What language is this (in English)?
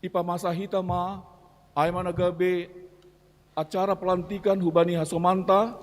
Batak Simalungun